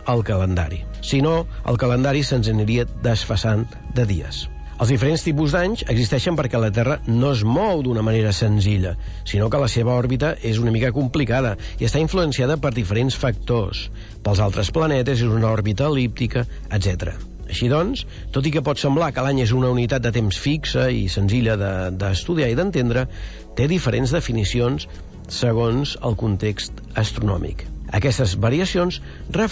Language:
Catalan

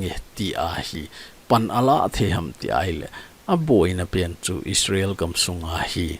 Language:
Thado Chin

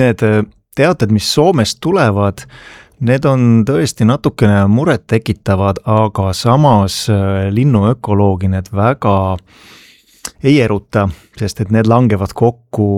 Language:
Estonian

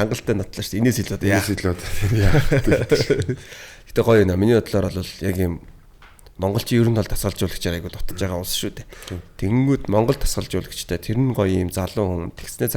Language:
Mongolian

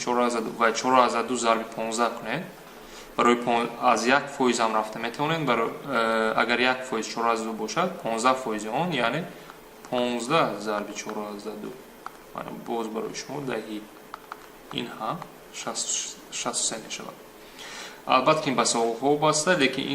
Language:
Tajik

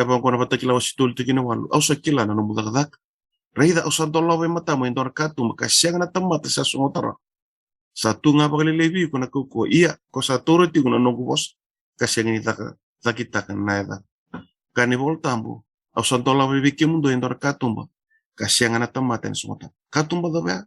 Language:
Fijian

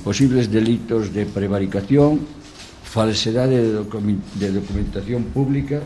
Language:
Galician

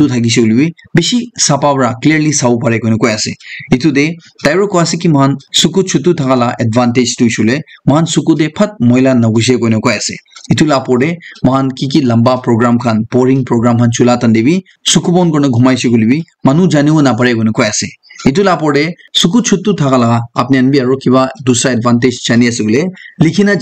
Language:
Naga Pidgin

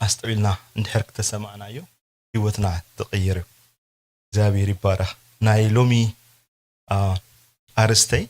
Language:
Tigrinya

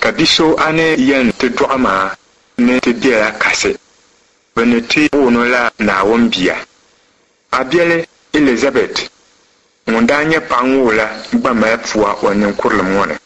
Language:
Dagbani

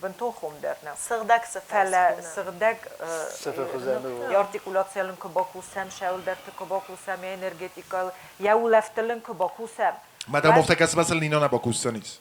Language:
Ossetic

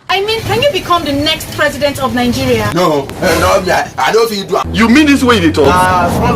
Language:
Nigerian Pidgin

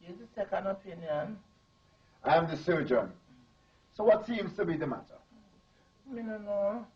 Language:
Jamaican Creole English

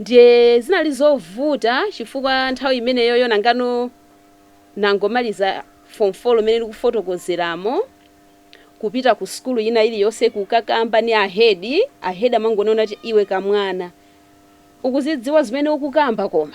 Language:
Nyanja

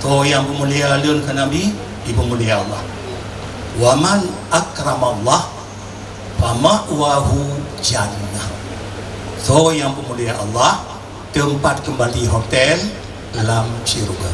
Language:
Achinese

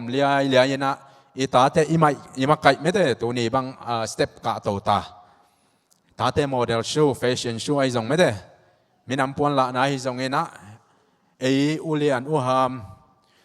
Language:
Tedim Chin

